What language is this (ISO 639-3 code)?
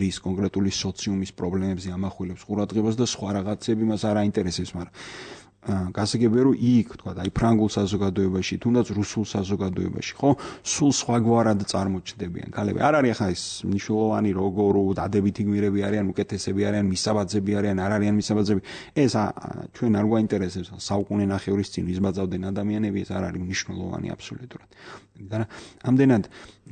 kat